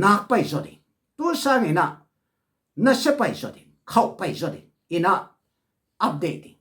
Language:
Tedim Chin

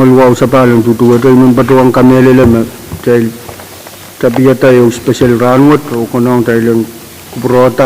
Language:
Pohnpeian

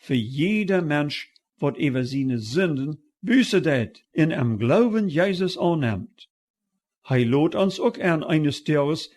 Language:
Plautdietsch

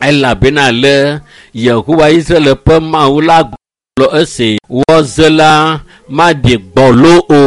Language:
Ewe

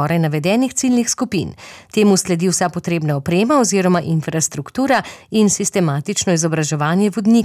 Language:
Slovenian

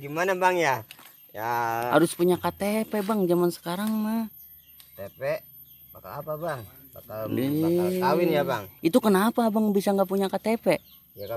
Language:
Betawi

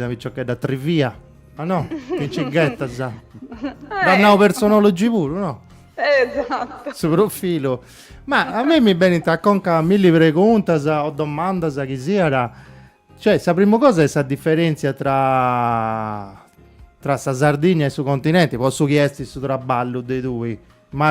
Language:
Sardinian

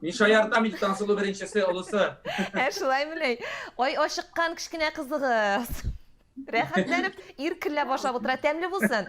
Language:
Tatar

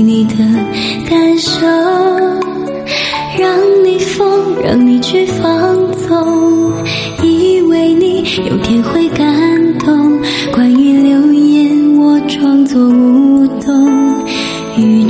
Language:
Chinese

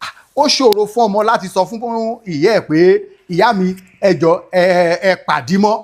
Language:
Yoruba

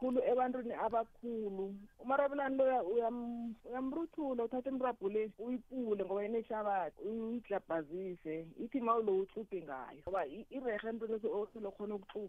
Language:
South Ndebele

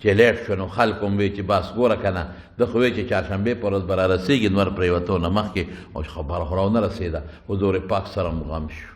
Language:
Pashto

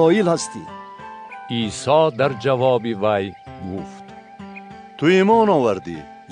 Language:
Tajik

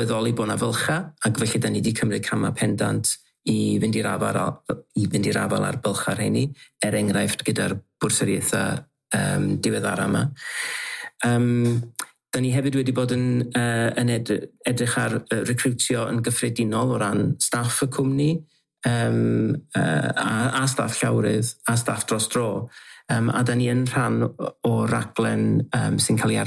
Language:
Welsh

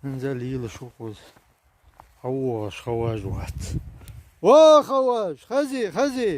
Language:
Chechen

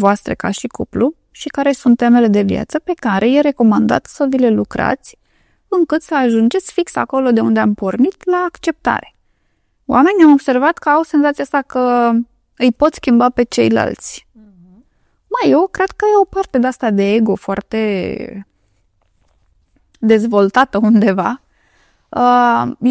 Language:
Romanian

